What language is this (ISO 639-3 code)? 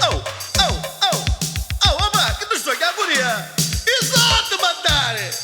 nap